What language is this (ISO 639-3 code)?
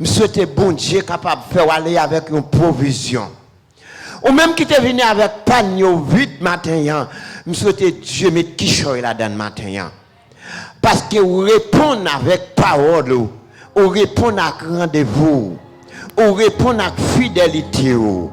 hat